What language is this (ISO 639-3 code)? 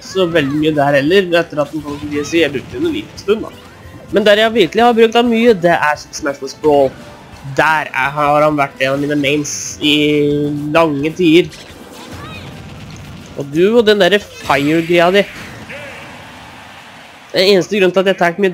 nor